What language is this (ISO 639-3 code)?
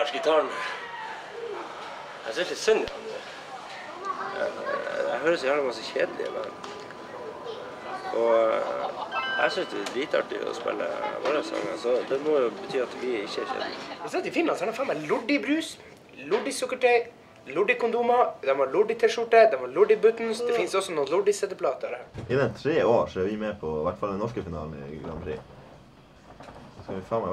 nor